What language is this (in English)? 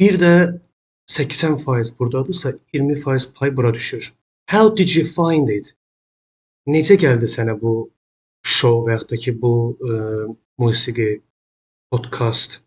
Azerbaijani